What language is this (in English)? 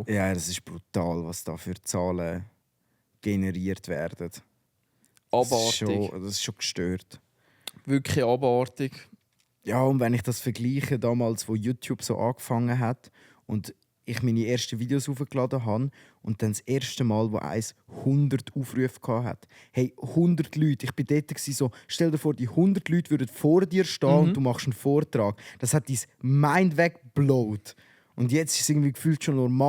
Swiss German